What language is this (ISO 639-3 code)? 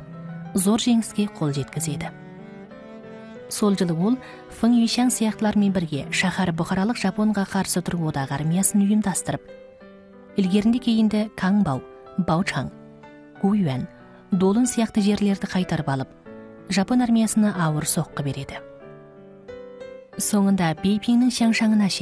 kaz